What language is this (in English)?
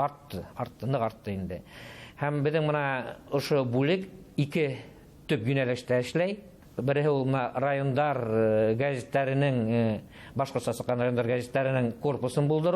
Bashkir